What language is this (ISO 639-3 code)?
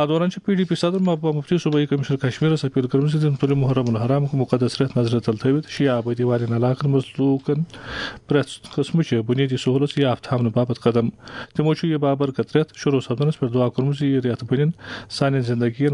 kas